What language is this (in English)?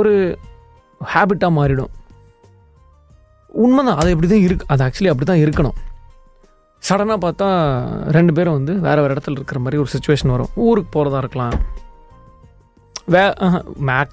Tamil